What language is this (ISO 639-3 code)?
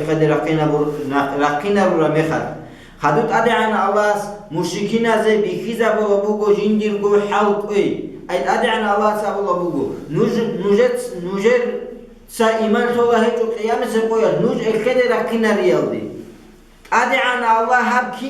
ava